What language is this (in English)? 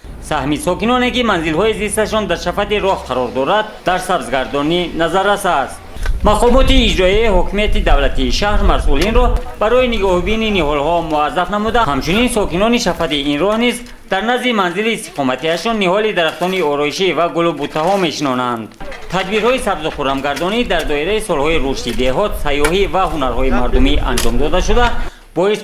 Tajik